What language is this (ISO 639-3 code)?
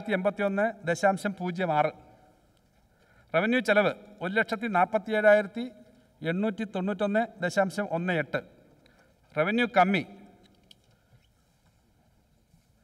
mal